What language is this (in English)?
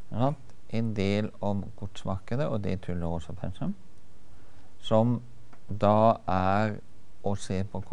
Norwegian